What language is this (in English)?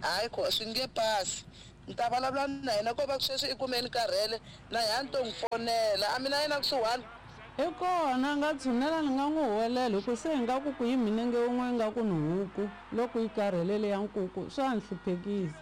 Tsonga